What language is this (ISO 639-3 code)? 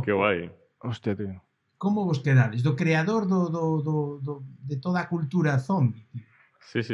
glg